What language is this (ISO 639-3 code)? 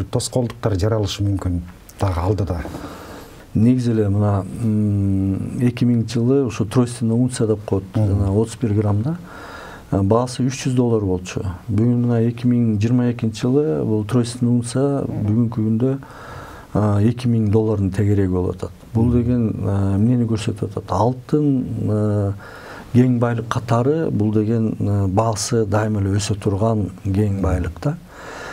kir